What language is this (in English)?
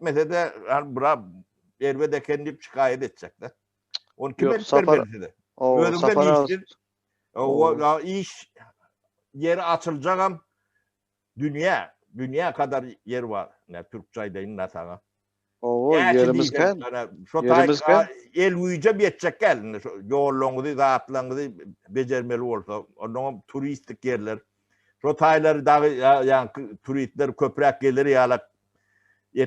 Turkmen